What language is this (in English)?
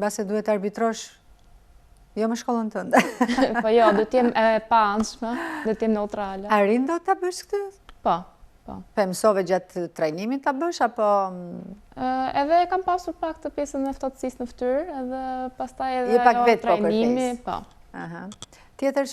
Albanian